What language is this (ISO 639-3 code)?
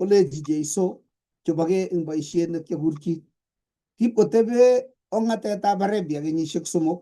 kln